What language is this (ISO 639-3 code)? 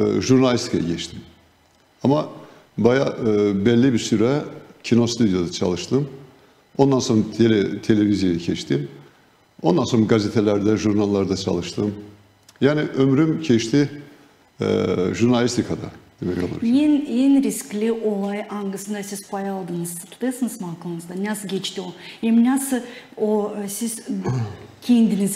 gag